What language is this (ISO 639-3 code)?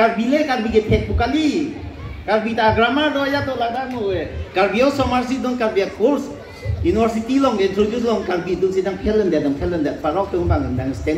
mjw